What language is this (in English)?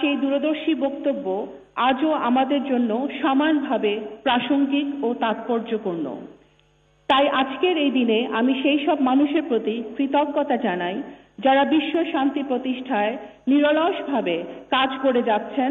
Bangla